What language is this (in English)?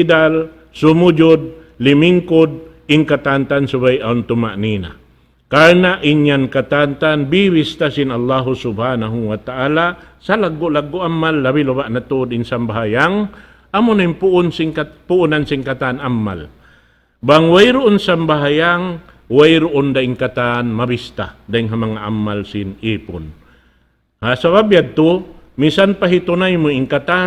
Tausug